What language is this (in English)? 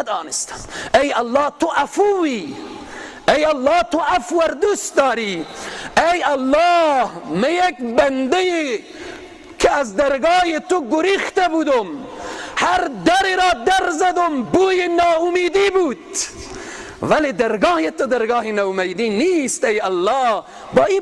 Persian